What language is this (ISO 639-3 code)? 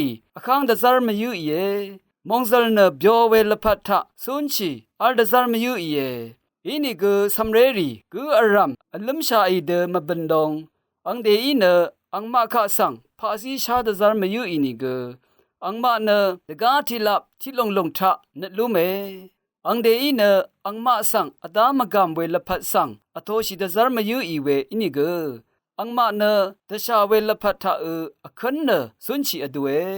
raw